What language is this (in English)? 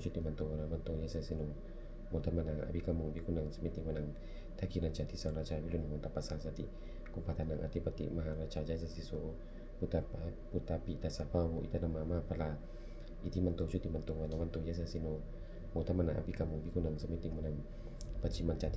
Pali